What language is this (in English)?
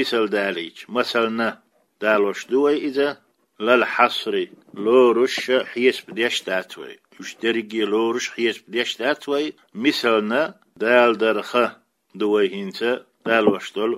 Chechen